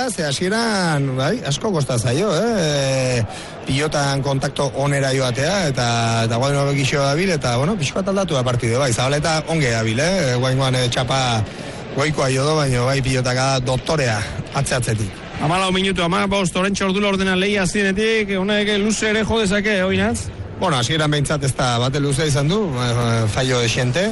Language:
Basque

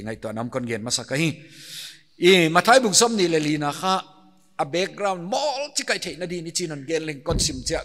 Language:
Paite Chin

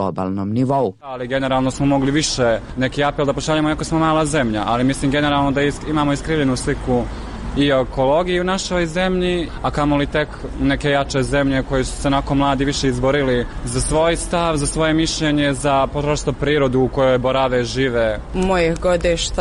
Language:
Serbian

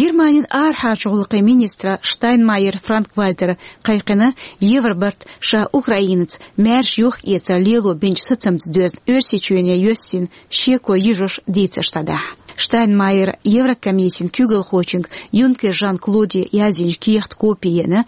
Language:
Chechen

